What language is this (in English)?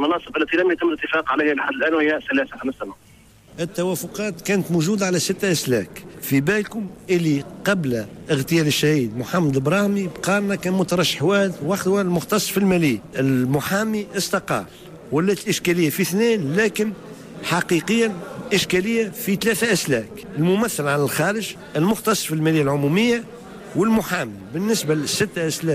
Tunisian Arabic